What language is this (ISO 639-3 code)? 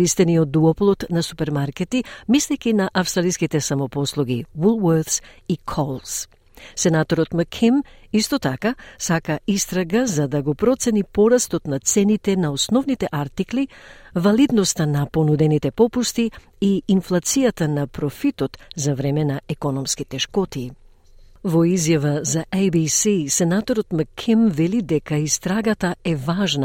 mkd